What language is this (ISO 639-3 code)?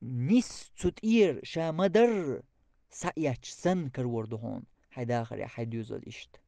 che